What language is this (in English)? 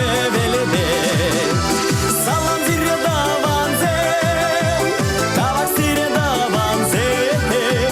Chuvash